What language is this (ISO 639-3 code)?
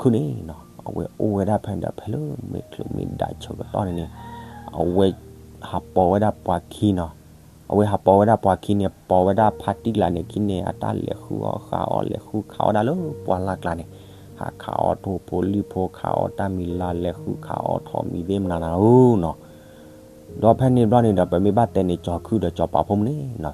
ksw